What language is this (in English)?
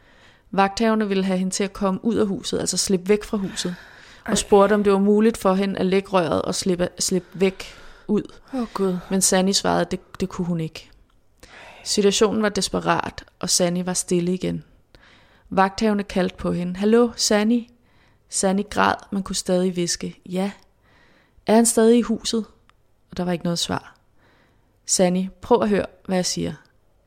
Danish